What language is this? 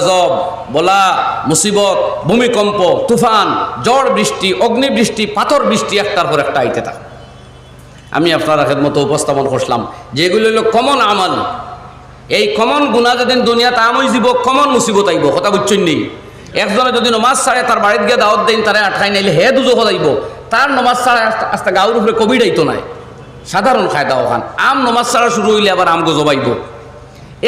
Sylheti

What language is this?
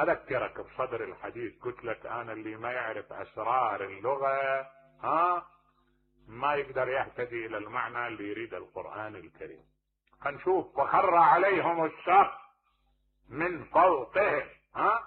Mesopotamian Arabic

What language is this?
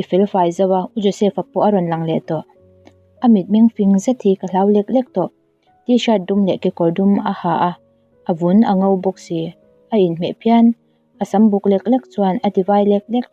Mizo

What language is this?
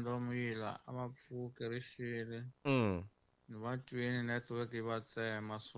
Tsonga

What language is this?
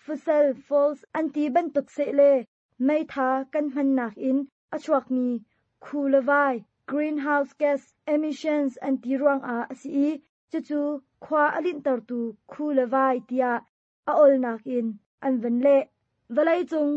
Hakha Chin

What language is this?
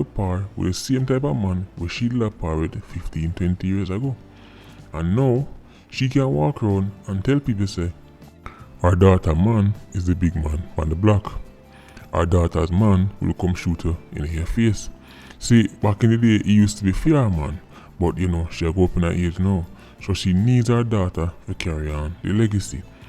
Jamaican Creole English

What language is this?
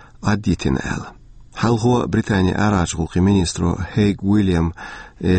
Chechen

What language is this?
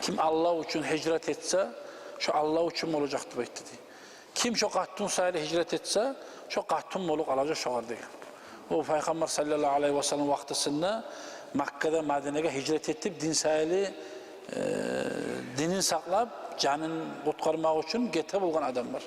Kumyk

